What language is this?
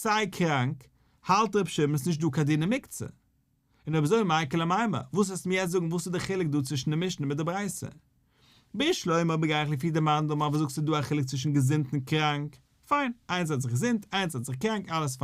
Yiddish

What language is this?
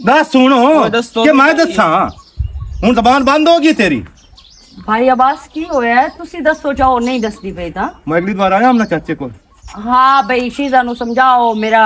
Western Panjabi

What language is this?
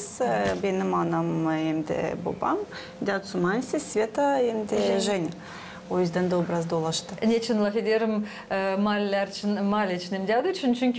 Gagauz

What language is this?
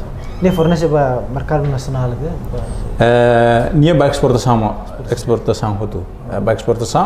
Tetum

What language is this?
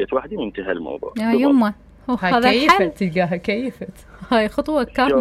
Mesopotamian Arabic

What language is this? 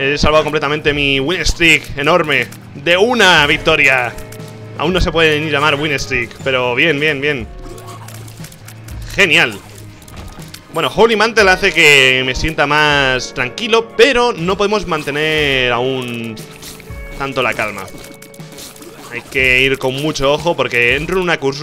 Spanish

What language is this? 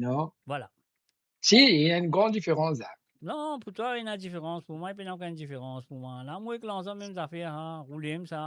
Morisyen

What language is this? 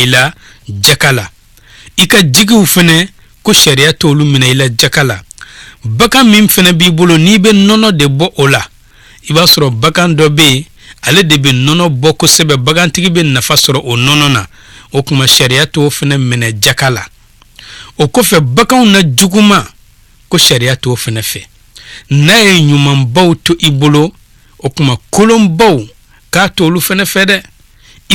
Bambara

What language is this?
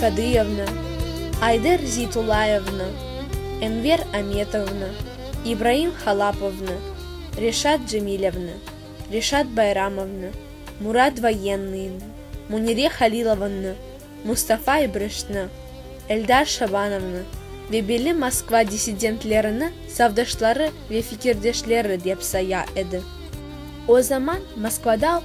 Crimean Tatar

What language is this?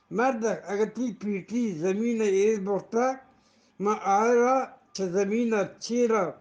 Eastern Balochi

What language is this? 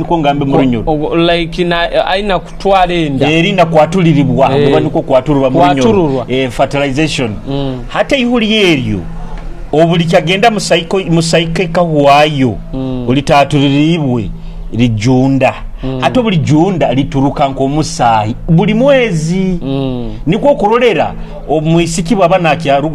Nyoro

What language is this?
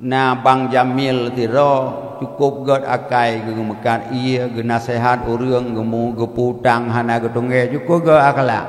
Achinese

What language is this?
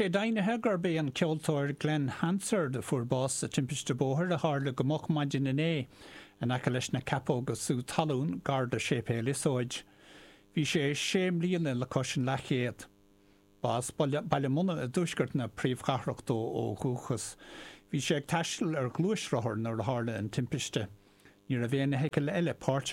Irish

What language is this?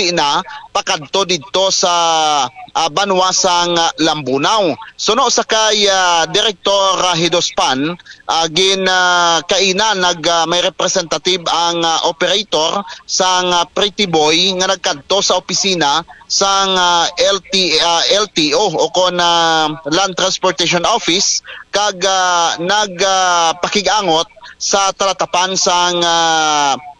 Hiligaynon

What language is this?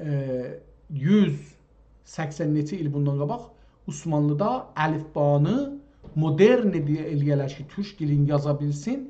South Azerbaijani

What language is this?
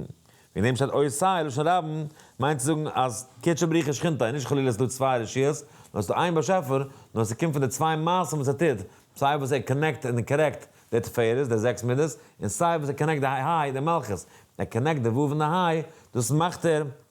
Yiddish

